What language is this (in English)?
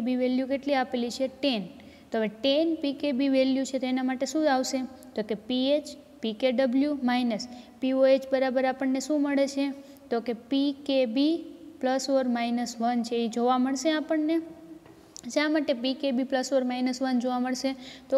Gujarati